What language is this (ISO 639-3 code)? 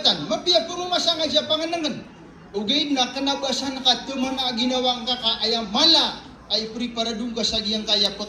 mrw